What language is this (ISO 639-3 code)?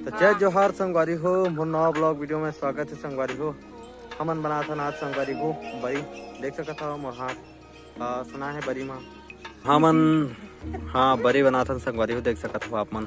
hne